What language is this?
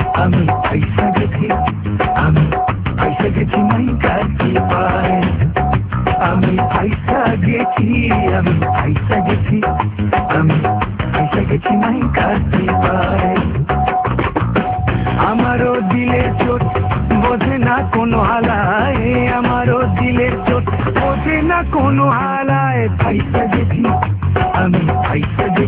Bangla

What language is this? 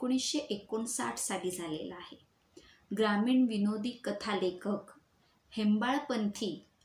Marathi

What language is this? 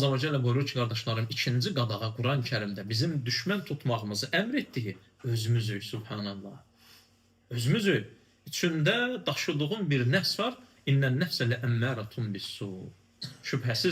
Azerbaijani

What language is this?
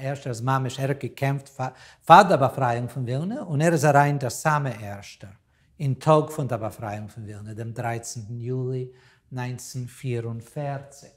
Yiddish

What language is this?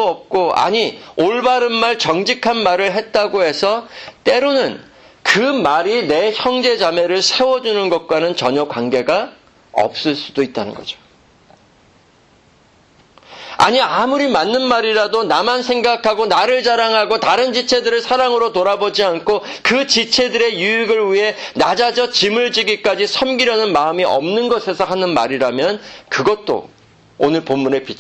Korean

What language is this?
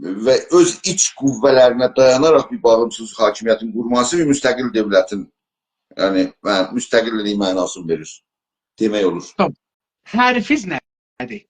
South Azerbaijani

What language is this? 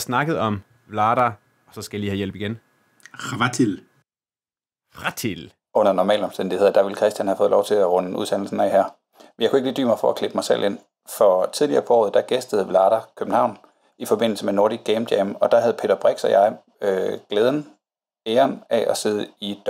Danish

